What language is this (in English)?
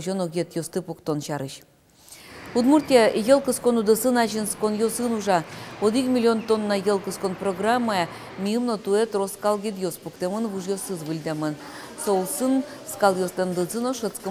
Udmurt